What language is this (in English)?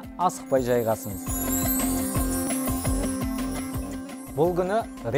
Kazakh